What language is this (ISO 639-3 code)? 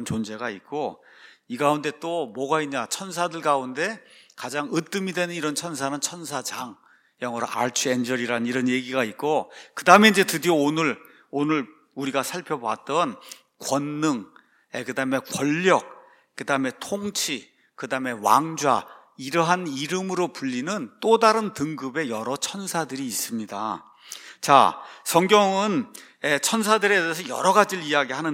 kor